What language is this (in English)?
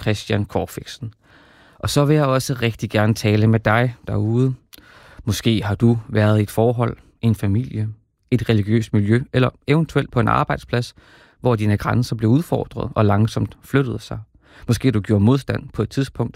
Danish